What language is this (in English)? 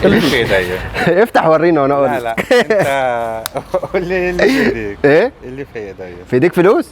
Egyptian Arabic